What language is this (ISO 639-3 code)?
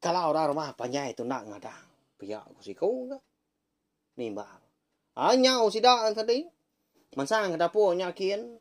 iba